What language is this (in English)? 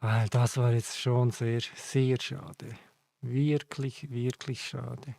Swiss German